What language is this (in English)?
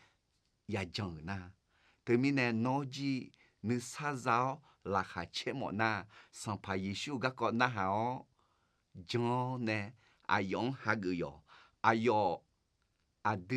Akha